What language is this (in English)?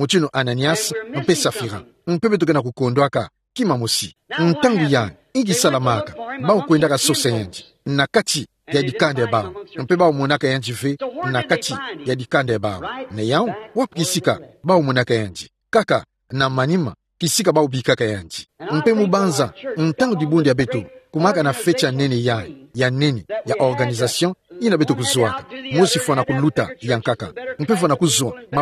Kituba (Democratic Republic of Congo)